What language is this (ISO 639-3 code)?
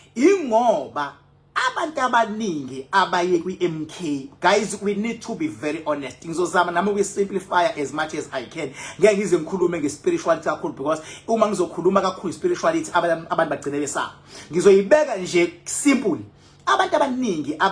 zul